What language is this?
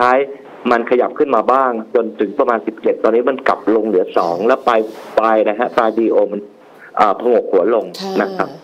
Thai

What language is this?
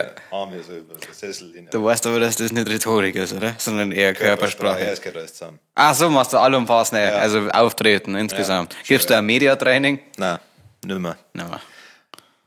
Bavarian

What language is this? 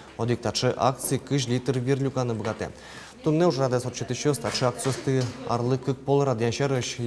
Udmurt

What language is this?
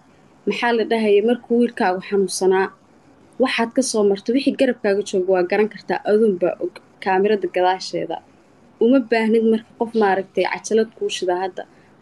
Somali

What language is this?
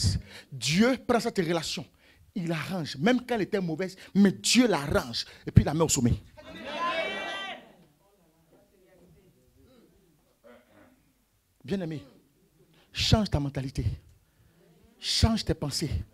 French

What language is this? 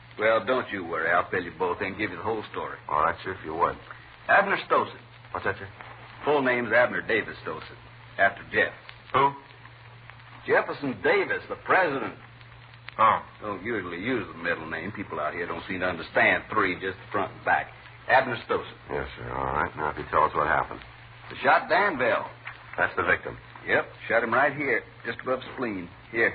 English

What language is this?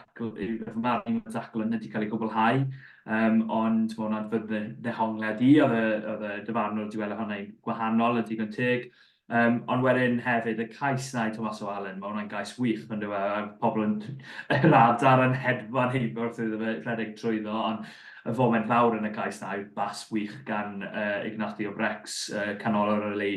Welsh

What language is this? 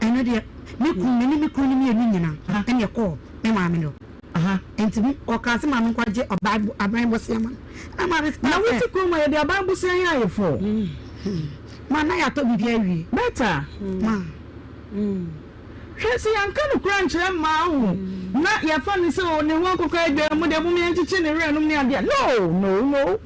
Akan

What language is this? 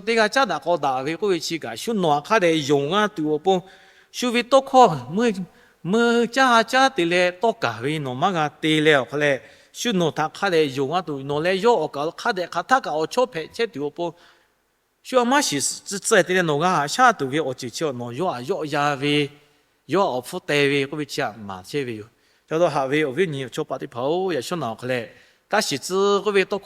Lahu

